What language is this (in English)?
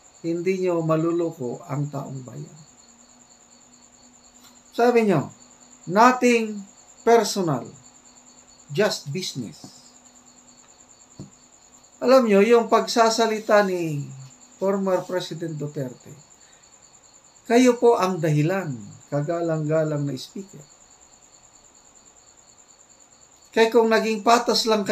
Filipino